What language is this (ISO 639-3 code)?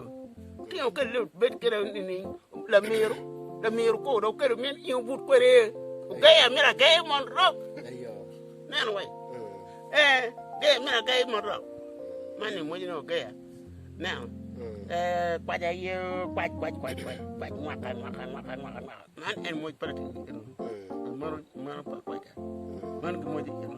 ach